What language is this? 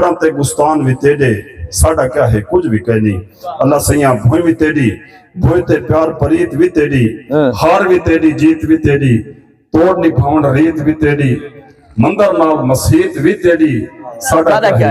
Saraiki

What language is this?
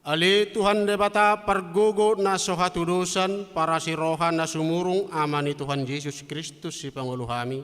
Batak Toba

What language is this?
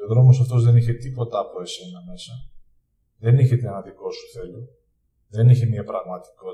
Greek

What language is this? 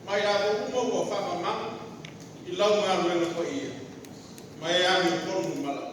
Samoan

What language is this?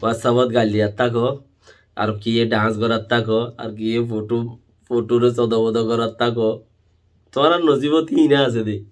Rohingya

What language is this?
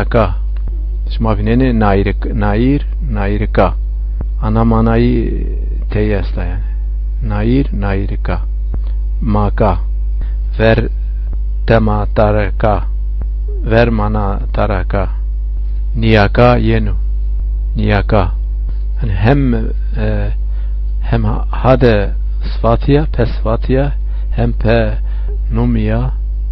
Zaza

